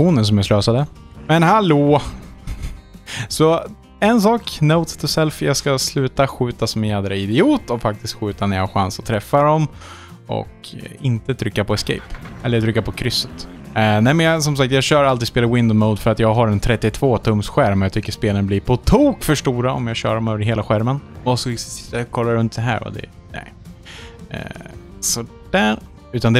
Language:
Swedish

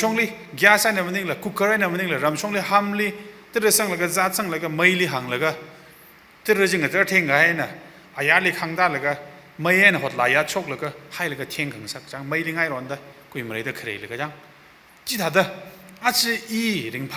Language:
Tangkhul Naga (India)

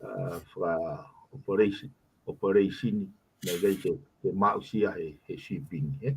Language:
Tongan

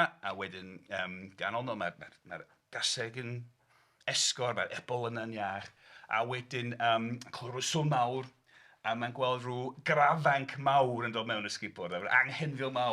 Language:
Welsh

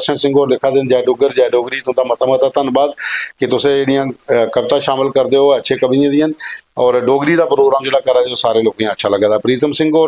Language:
Dogri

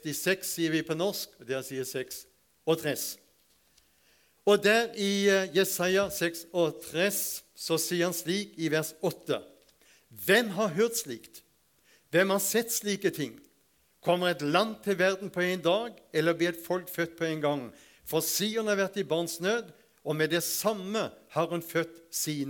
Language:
Norwegian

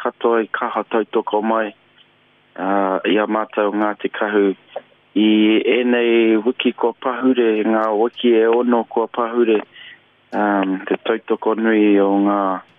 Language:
Māori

